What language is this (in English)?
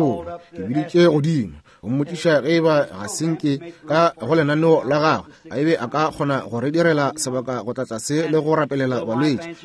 Northern Sotho